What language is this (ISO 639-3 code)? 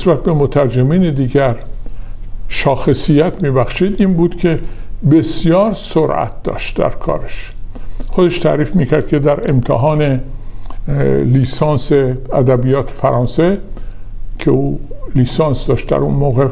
fas